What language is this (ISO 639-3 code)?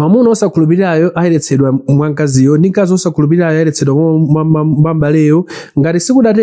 nya